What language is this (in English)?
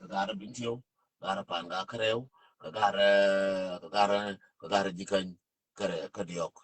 Nuer